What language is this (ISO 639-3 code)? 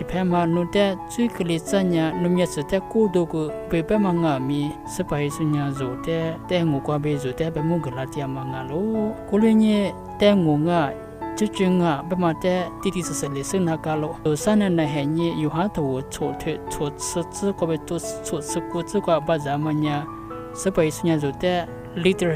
lis